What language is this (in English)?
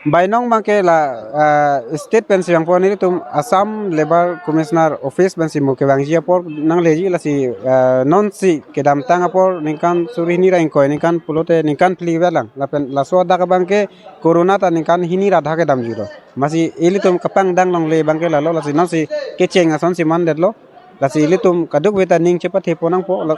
Karbi